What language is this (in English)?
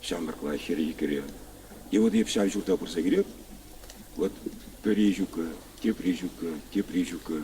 Chuvash